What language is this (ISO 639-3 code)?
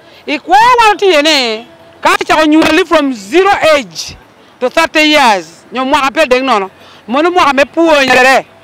laj